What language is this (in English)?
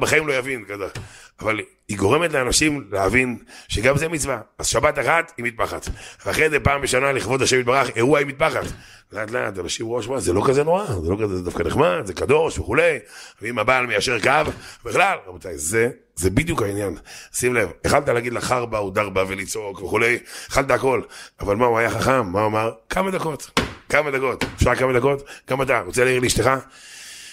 Hebrew